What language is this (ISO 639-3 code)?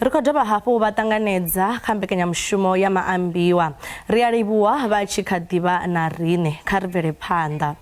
ven